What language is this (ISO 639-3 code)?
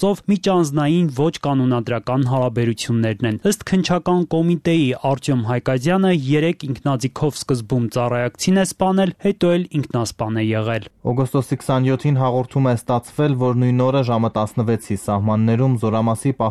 hye